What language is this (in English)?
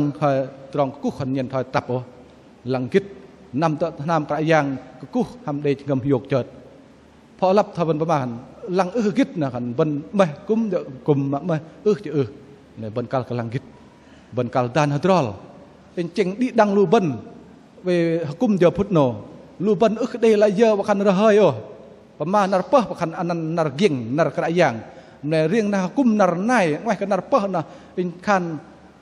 Bahnar